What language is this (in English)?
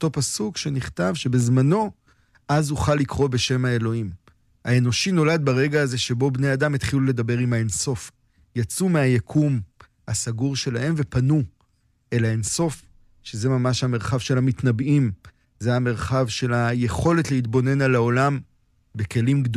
Hebrew